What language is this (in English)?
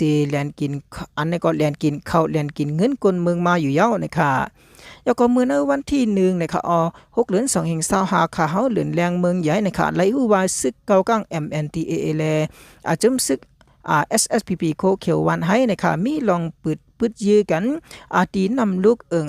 Shan